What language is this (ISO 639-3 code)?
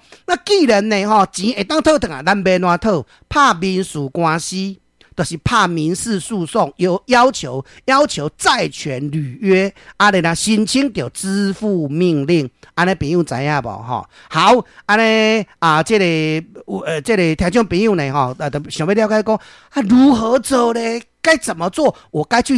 nan